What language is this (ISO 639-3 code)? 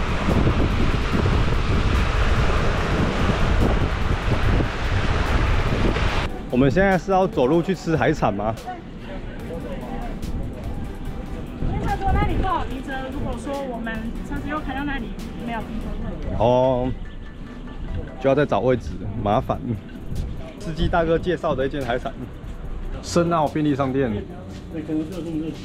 zho